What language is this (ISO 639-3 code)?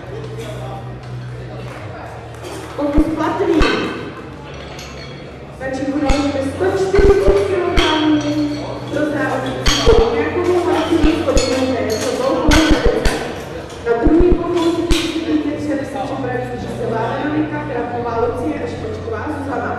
ces